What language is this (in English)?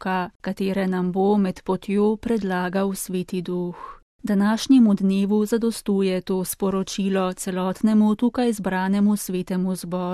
Slovenian